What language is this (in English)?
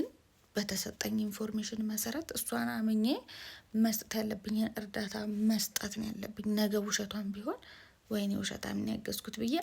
Amharic